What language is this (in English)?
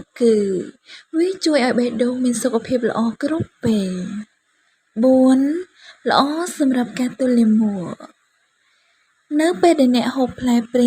Khmer